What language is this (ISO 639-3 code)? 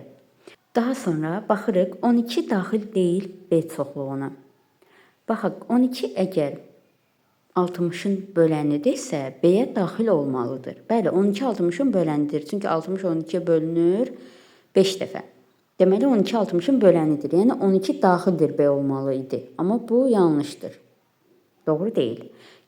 aze